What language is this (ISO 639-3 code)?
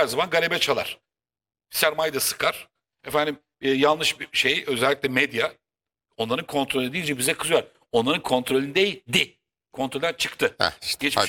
tur